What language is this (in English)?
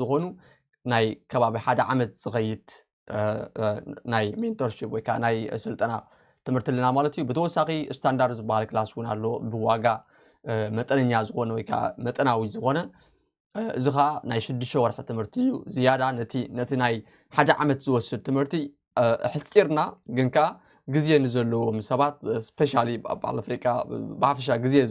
Tigrinya